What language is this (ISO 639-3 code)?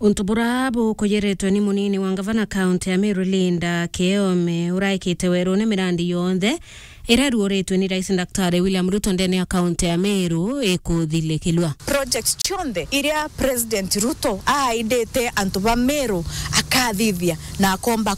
mer